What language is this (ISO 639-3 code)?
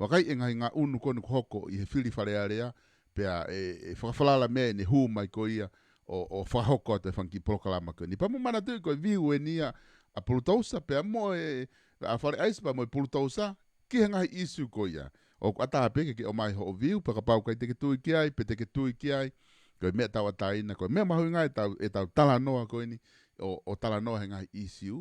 ton